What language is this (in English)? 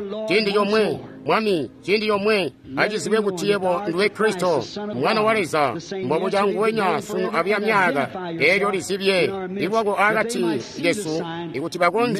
Tonga (Zambia)